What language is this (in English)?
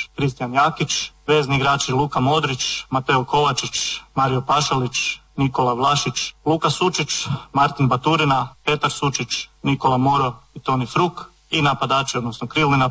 Croatian